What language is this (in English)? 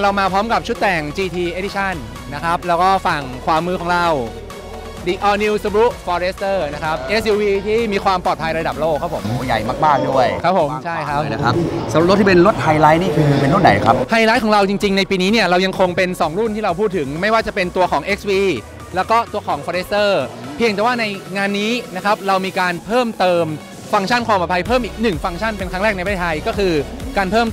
Thai